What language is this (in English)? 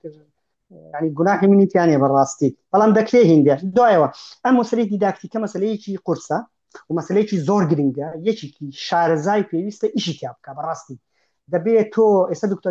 Central Kurdish